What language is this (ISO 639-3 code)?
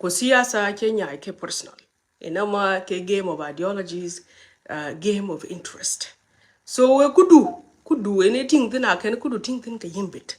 nus